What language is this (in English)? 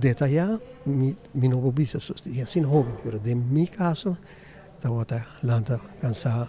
Papiamento